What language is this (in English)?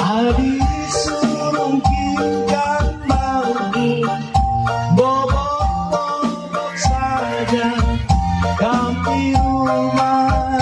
Batak Karo